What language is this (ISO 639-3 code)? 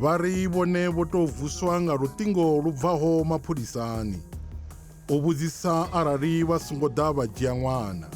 ven